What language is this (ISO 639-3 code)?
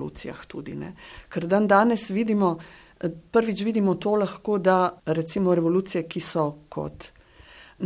slv